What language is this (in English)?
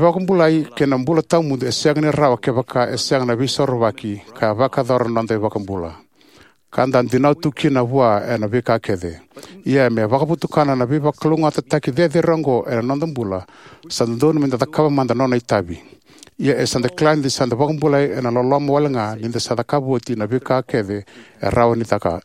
Fijian